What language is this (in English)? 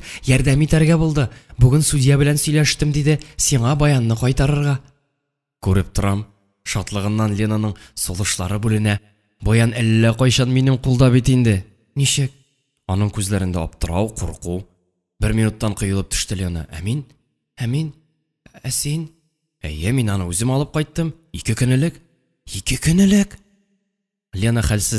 Tatar